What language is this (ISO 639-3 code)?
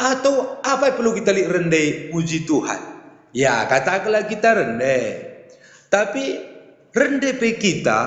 btx